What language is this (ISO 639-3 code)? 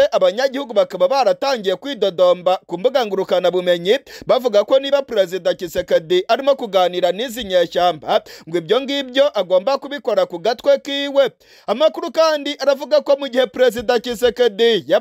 kin